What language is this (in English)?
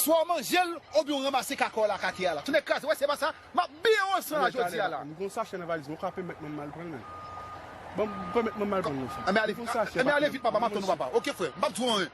Haitian Creole